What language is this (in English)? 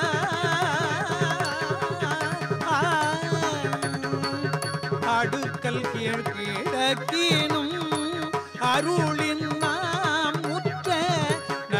Tamil